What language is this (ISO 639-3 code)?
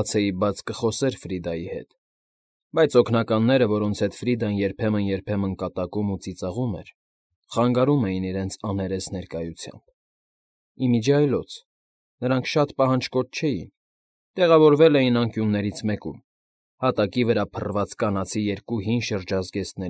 hye